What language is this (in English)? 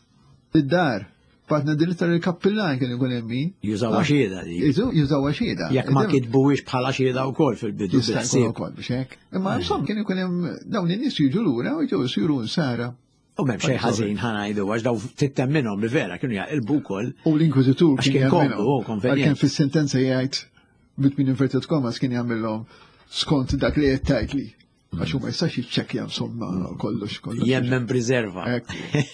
Maltese